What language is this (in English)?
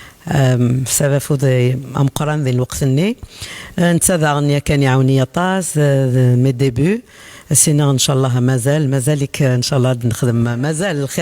Kabyle